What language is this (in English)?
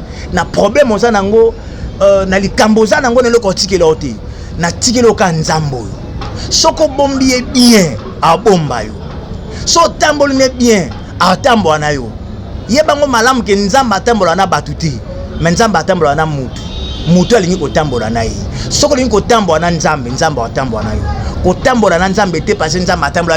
Lingala